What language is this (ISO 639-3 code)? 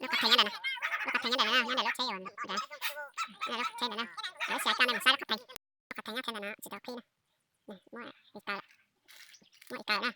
hmn